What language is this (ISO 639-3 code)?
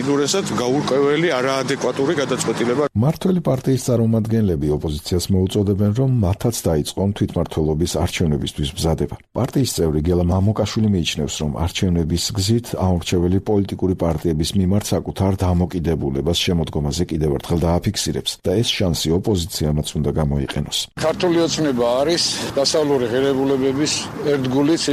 kat